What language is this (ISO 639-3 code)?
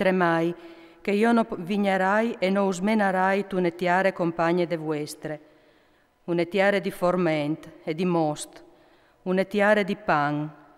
fur